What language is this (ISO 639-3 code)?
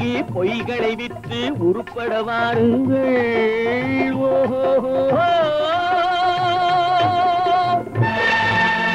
tam